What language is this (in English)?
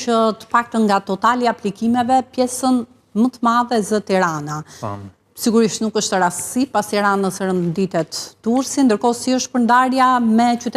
Albanian